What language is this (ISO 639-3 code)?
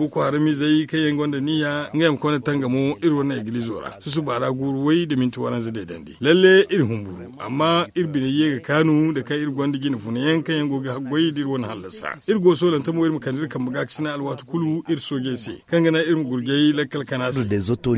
dje